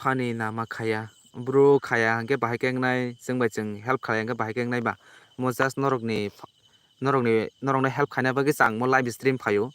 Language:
Kok Borok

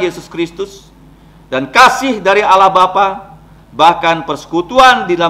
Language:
Indonesian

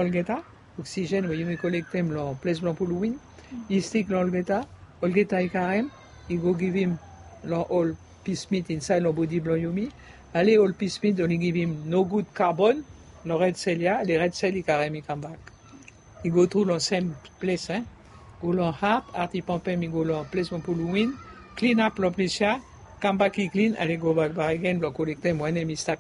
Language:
Bislama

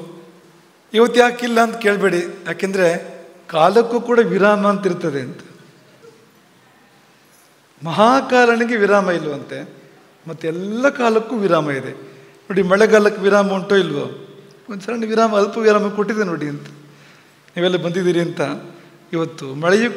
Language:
Kannada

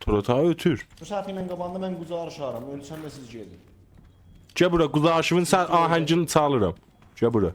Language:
South Azerbaijani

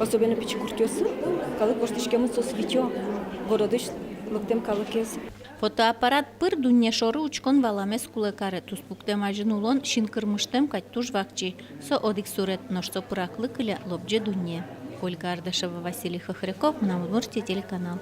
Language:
Udmurt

